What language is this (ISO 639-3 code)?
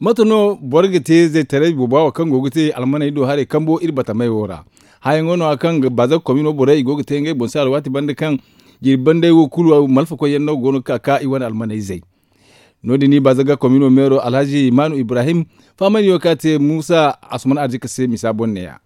dje